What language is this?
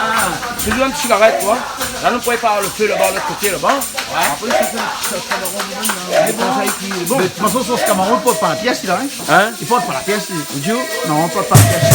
Réunion Creole French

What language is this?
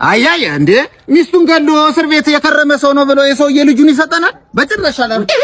Amharic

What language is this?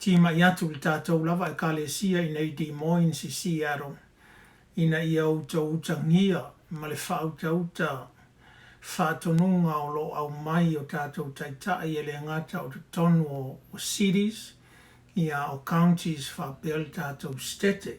Samoan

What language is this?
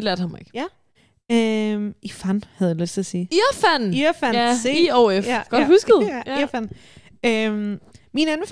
Danish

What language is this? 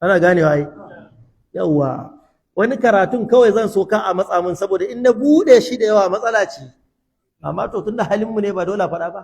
Hausa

